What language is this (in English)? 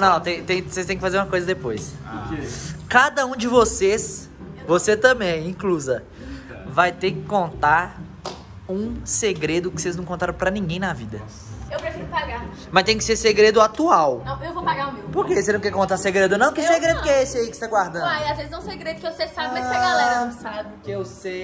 Portuguese